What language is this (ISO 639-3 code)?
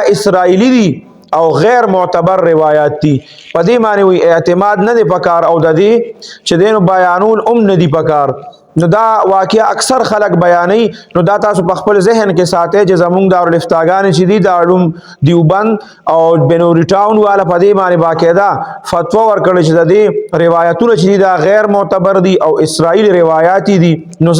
pus